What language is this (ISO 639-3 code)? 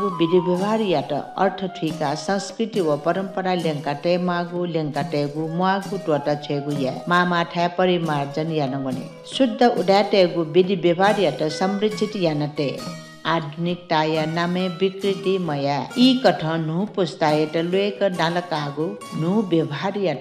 new